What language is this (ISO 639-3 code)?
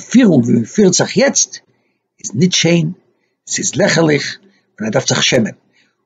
yid